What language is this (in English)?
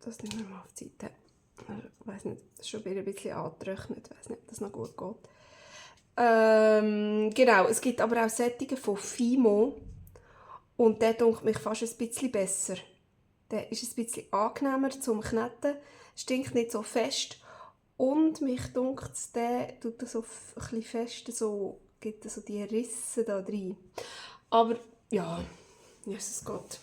Swiss German